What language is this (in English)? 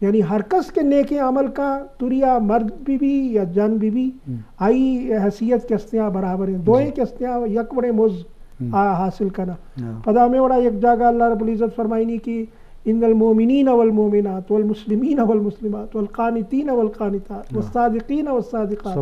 Eastern Balochi